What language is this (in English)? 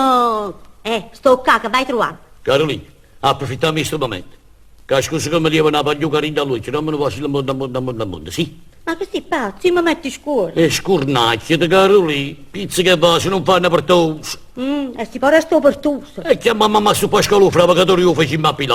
Neapolitan